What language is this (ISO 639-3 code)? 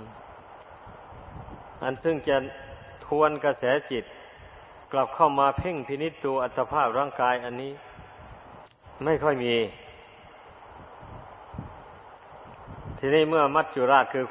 tha